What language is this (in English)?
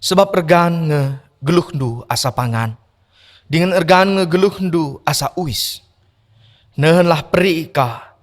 Batak Karo